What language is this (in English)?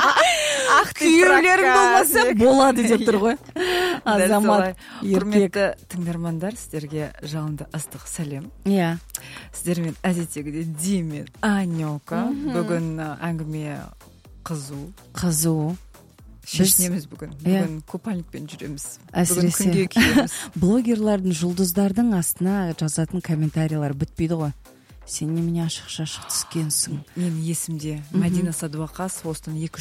Kazakh